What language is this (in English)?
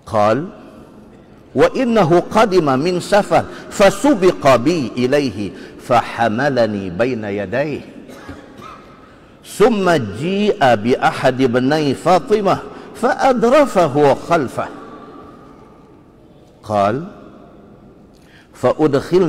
Malay